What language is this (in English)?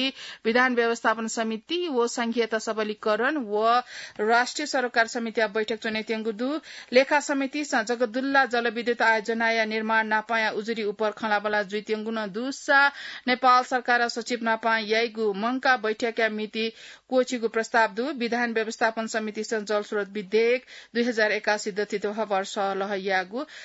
Newari